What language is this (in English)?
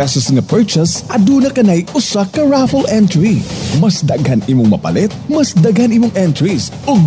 Cebuano